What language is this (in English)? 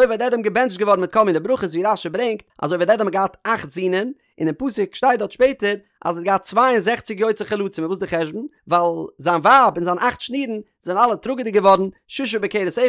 Yiddish